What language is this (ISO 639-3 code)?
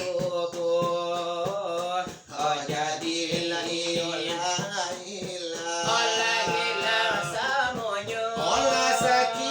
min